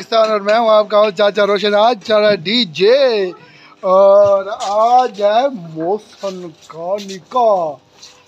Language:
Saraiki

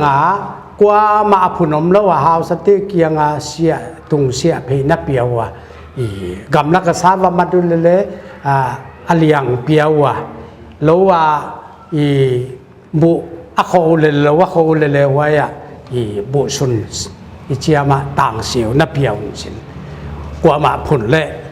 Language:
Paite Chin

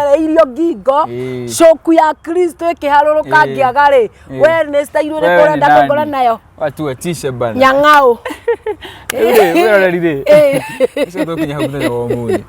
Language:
Kikuyu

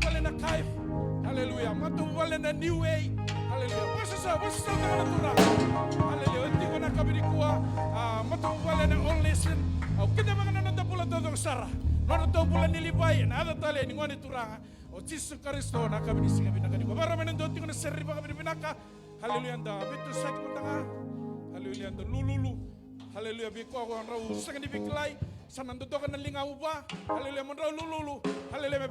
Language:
Fijian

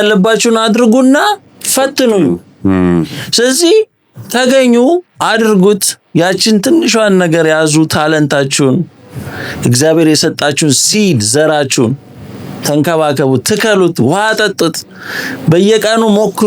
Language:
Amharic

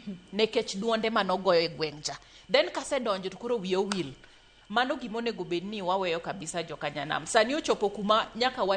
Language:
Luo (Kenya and Tanzania)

